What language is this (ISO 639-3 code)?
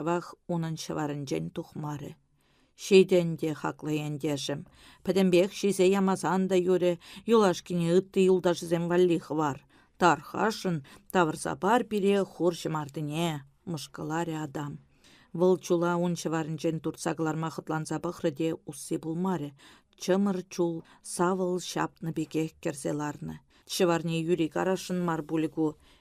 chv